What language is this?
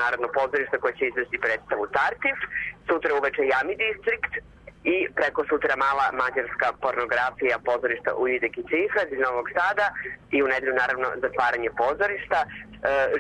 Serbian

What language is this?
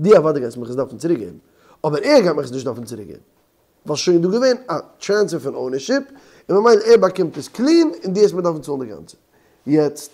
Yiddish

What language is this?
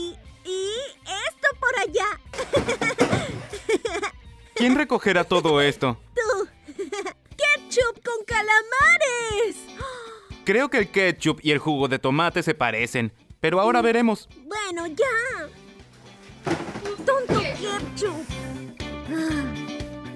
Spanish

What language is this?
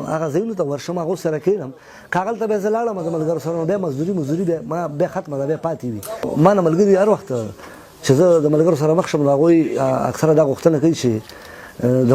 Pashto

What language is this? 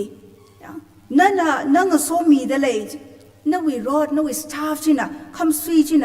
Tangkhul Naga (India)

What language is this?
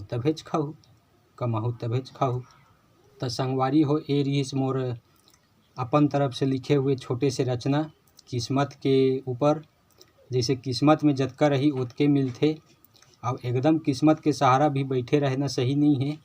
Chhattisgarhi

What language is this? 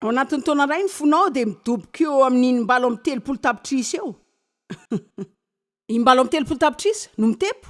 Malagasy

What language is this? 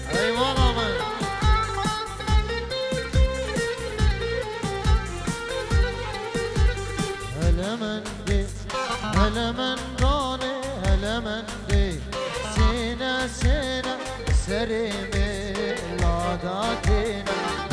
Kurdish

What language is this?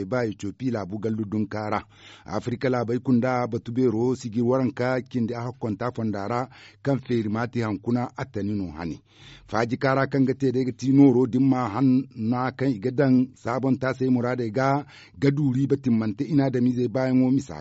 Zarma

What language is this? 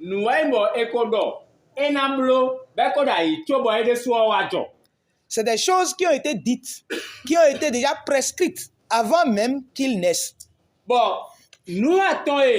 Fon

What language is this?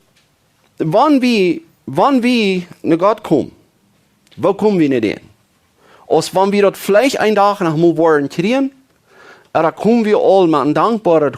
Plautdietsch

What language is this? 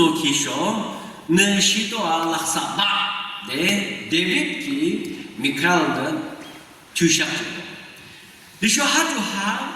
Yimchungru Naga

